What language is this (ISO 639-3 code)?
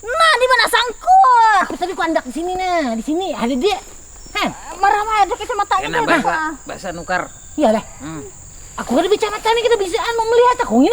bjn